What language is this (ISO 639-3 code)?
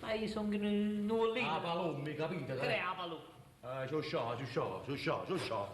nap